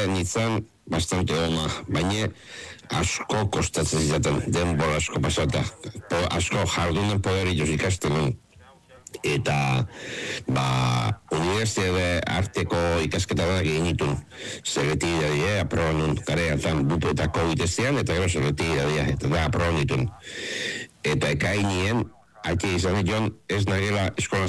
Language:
Basque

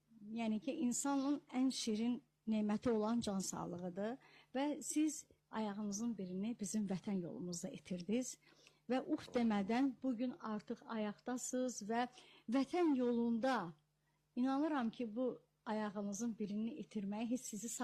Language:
Azerbaijani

